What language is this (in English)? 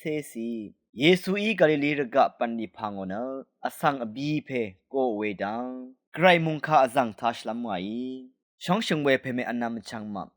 Rawang